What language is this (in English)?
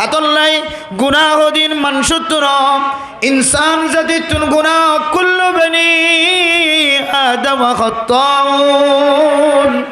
Rohingya